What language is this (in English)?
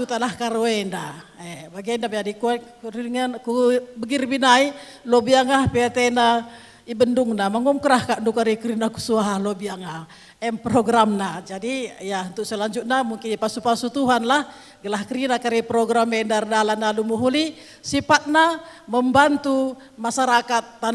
Batak Karo